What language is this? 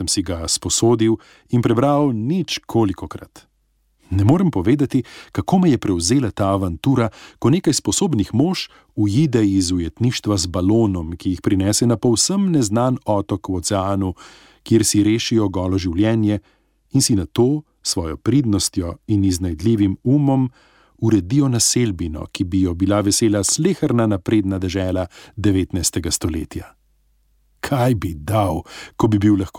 Slovenian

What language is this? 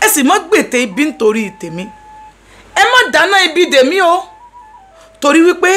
Yoruba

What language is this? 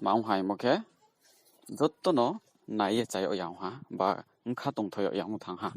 Riang (India)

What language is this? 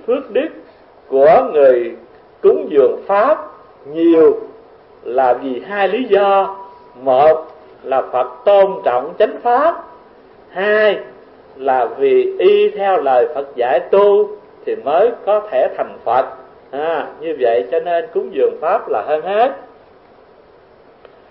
Vietnamese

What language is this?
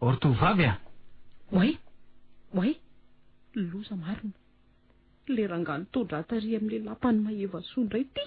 Malagasy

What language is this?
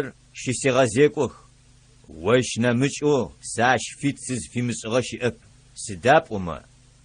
Adyghe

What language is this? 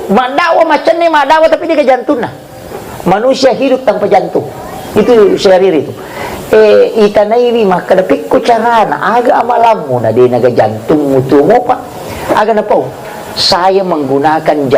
Buginese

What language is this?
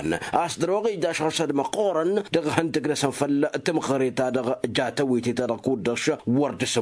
Tamasheq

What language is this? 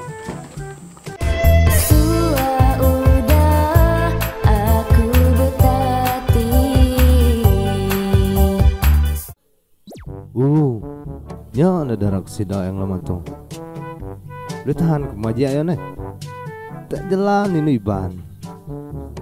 Iban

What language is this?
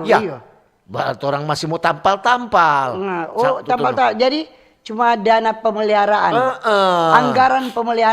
Manado Malay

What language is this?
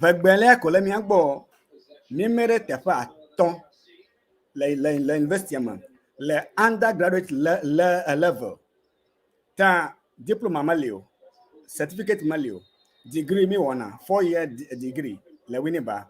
Ewe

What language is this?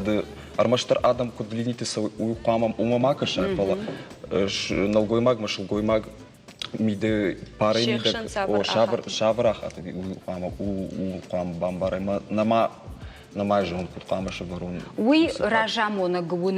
Ossetic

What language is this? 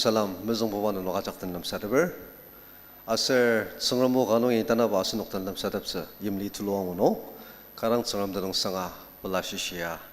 Ao Naga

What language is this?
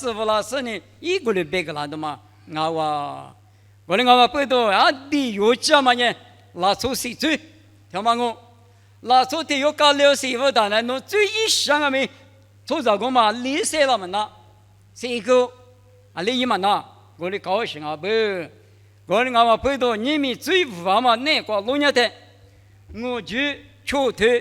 Lisu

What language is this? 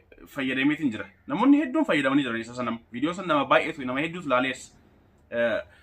Oromo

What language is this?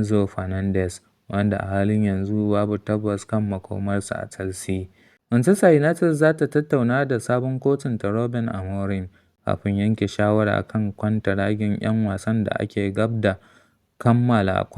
Hausa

